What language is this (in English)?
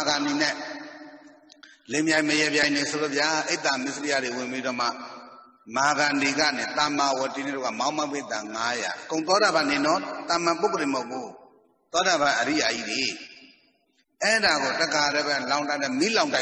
Burmese